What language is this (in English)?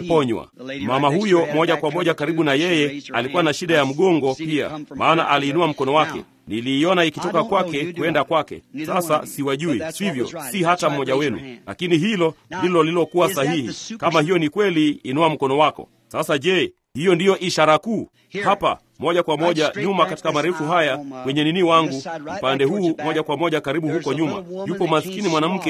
Swahili